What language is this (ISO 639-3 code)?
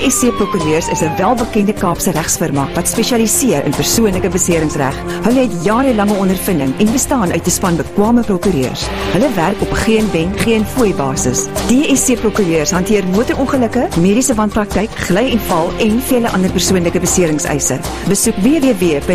afr